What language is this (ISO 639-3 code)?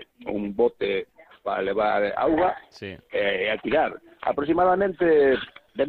glg